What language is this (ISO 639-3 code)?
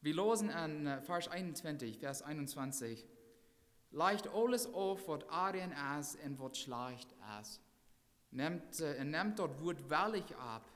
pdt